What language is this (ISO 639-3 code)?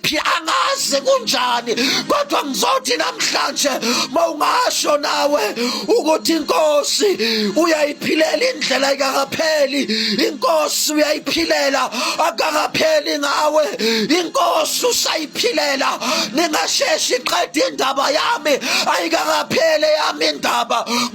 zul